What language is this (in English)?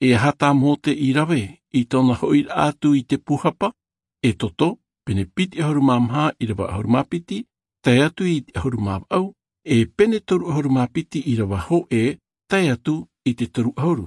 Tahitian